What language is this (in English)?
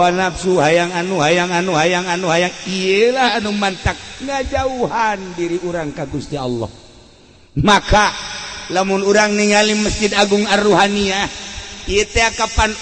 Sundanese